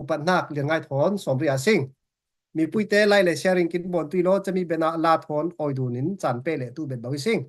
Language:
Falam Chin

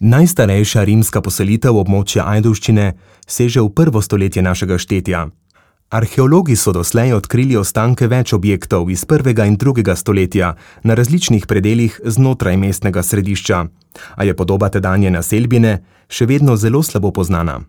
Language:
Slovenian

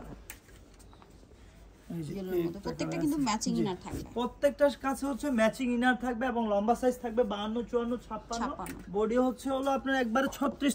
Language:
Bangla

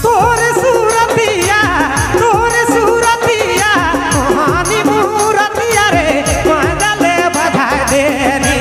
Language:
Sadri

